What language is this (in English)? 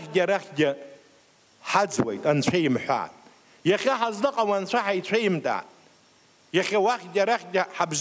Abkhazian